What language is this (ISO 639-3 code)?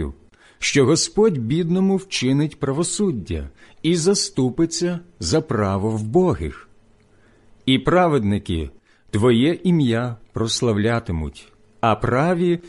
ukr